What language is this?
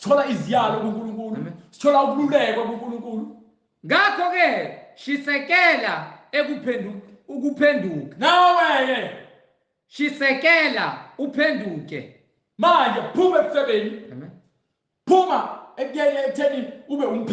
Zulu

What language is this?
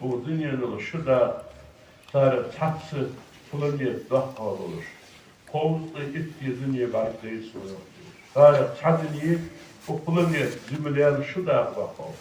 Ingush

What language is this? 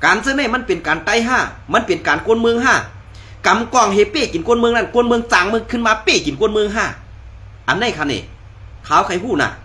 Shan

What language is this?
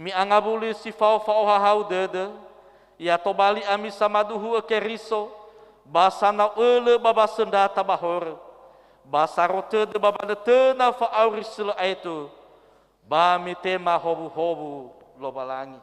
Nias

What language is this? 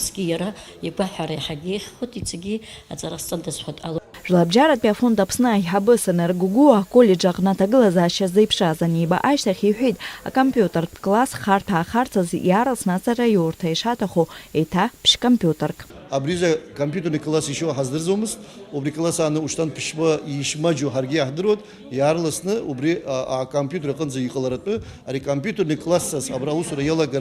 Abkhazian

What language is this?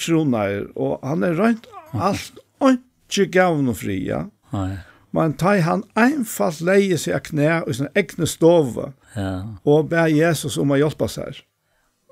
Faroese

